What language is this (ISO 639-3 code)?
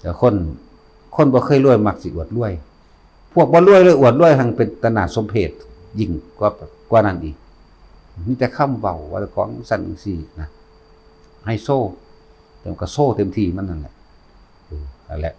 tts